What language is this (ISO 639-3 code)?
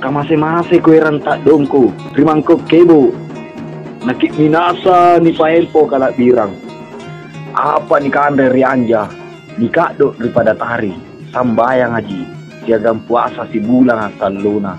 mak